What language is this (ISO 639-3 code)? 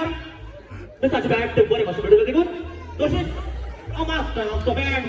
kok